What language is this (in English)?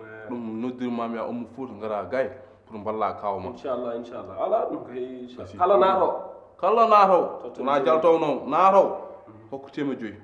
Fula